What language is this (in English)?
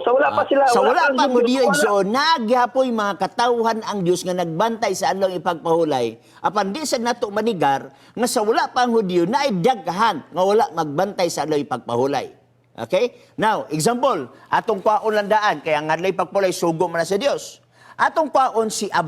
Cebuano